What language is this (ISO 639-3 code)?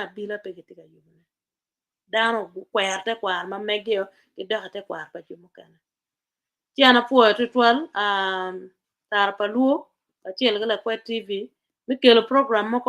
ach